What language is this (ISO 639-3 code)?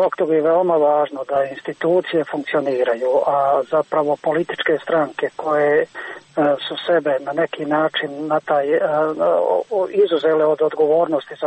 hrv